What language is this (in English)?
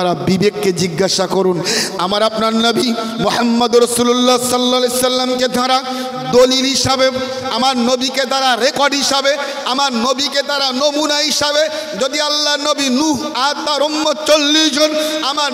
Bangla